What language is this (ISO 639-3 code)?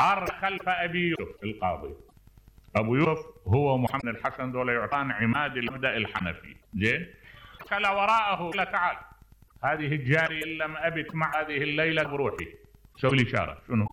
acm